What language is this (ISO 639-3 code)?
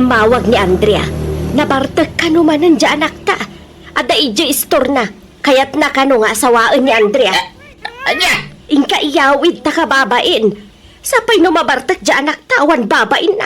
ilo